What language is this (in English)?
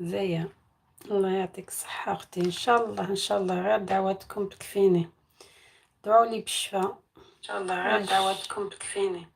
Algerian Arabic